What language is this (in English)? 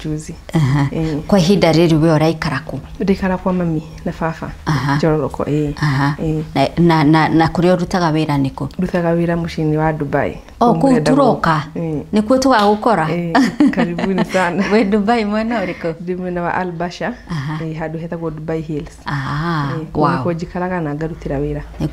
Kikuyu